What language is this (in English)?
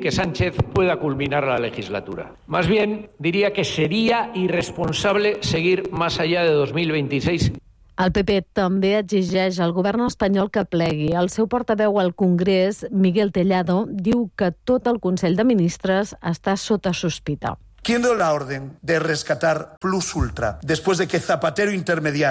Catalan